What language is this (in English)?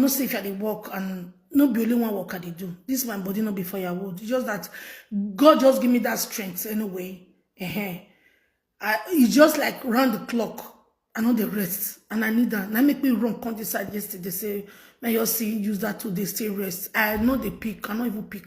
Nigerian Pidgin